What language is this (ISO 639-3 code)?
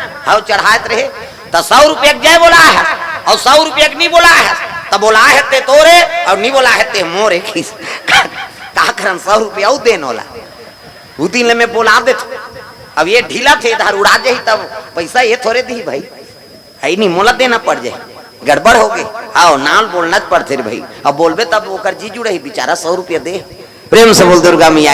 hne